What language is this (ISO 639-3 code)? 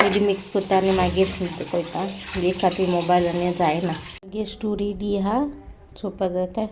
kok